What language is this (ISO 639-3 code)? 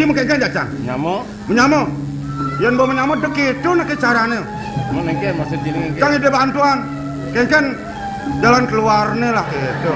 ban